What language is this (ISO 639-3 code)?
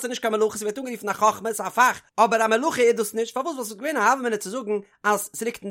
yid